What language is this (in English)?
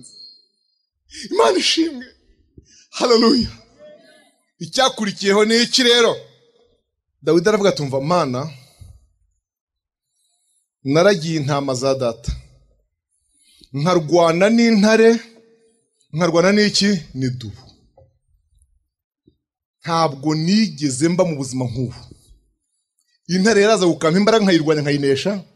Kinyarwanda